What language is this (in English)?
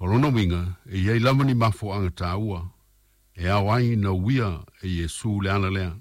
Samoan